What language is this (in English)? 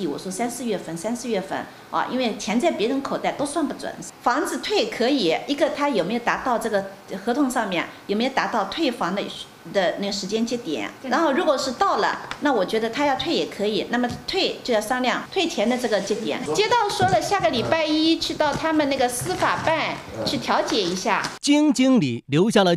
Chinese